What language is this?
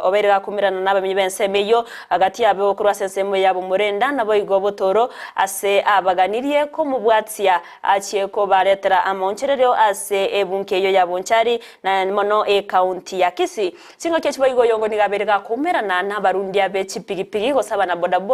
Gusii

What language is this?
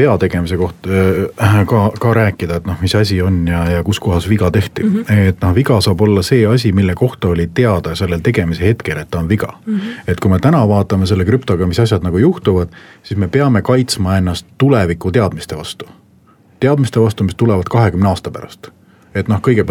Estonian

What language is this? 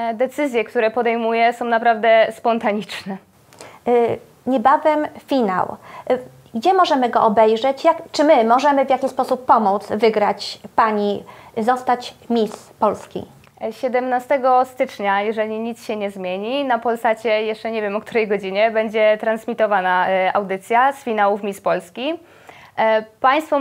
Polish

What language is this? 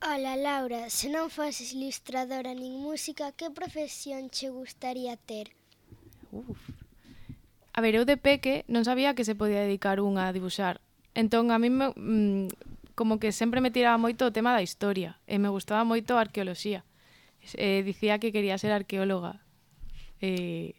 Galician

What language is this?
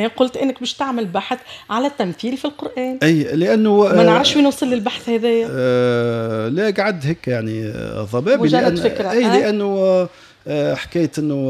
Tunisian Arabic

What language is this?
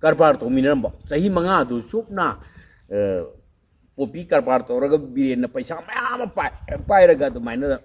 Manipuri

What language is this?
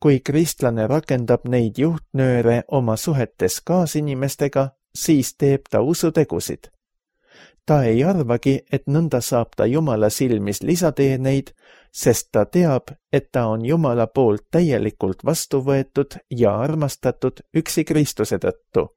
Estonian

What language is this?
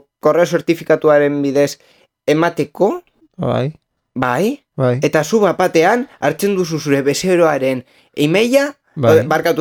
Basque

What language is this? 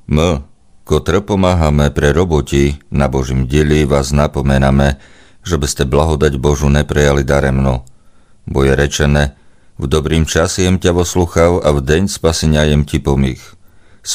Rusyn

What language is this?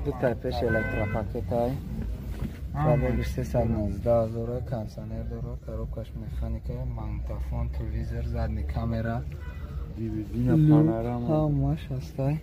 Tajik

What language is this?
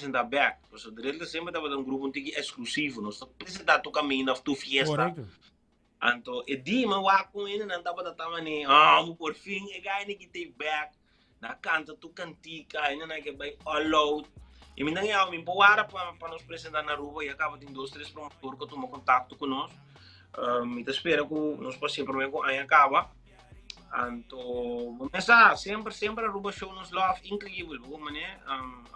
Papiamento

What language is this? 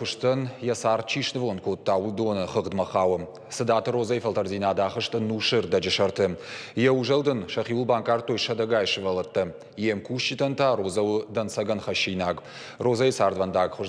Ossetic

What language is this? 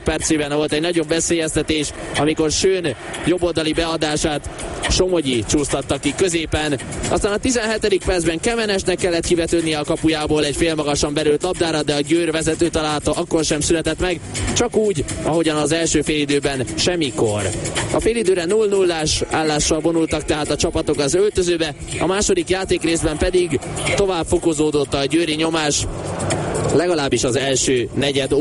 Hungarian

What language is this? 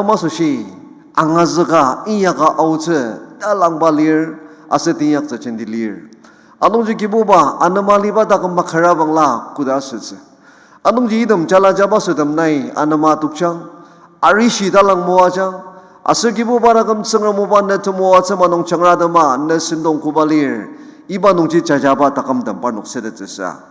Ao Naga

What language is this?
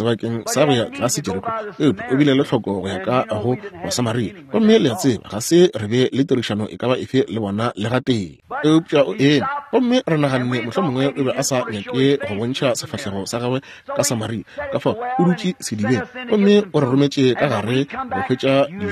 Northern Sotho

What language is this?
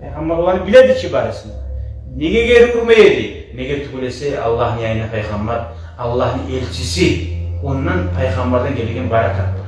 Kumyk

